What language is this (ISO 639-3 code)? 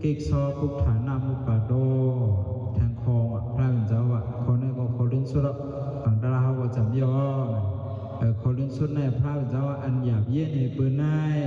shn